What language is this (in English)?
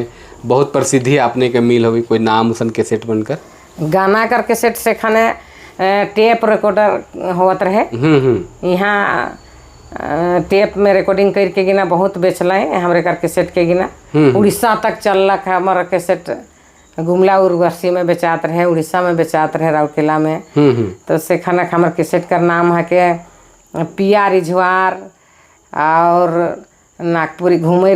Sadri